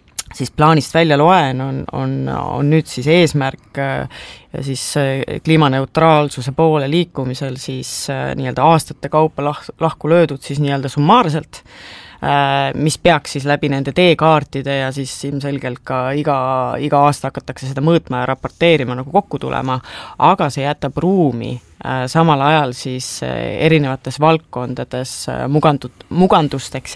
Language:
Estonian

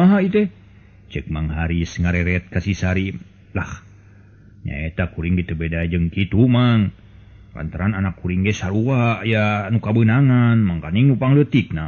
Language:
Sundanese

